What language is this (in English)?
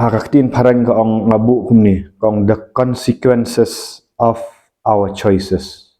Khasi